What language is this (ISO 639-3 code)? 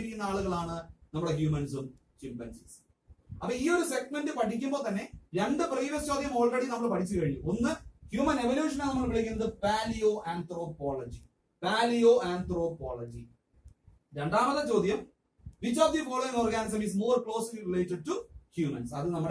mal